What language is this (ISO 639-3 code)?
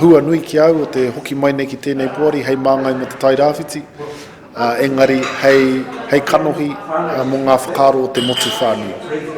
mri